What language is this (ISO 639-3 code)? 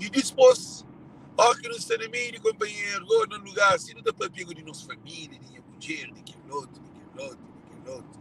kea